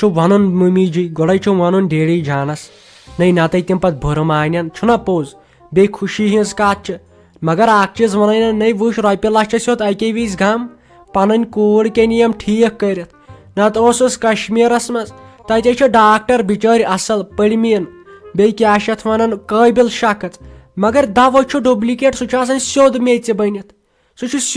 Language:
Kashmiri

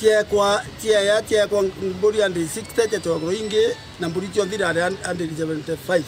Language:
Meru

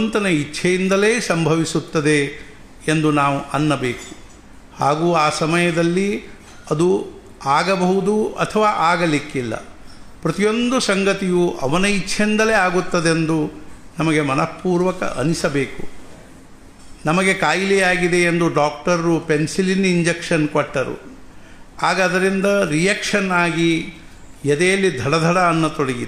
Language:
Kannada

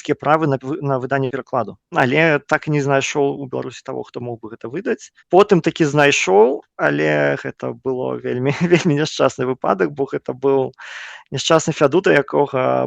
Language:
Belarusian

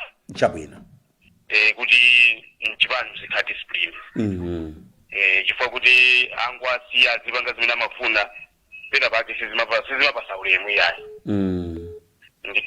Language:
Nyanja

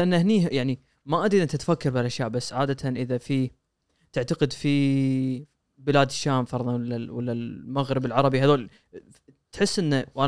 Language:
Gulf Arabic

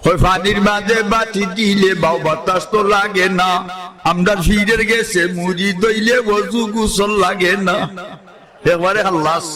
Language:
Sylheti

